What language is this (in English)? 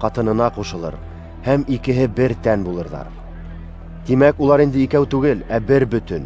Bashkir